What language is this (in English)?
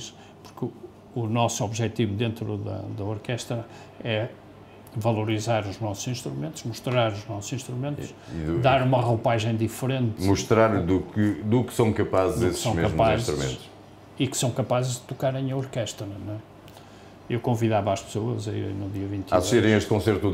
Portuguese